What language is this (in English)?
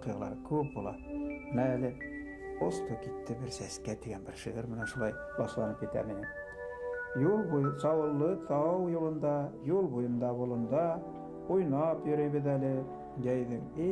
Bashkir